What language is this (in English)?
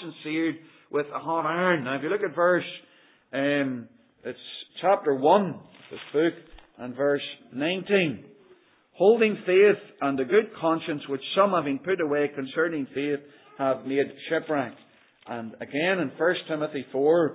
English